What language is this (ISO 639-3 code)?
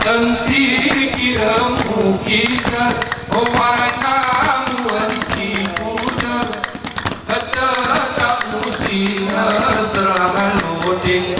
gay